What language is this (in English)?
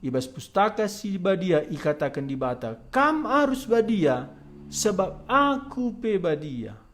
Batak Karo